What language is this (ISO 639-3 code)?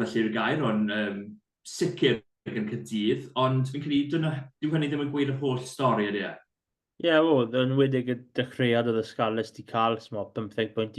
cym